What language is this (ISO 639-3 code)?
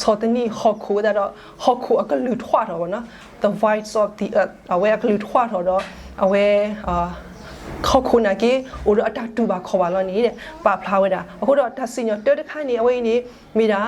ksw